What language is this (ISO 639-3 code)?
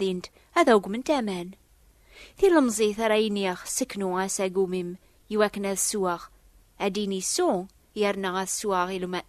kab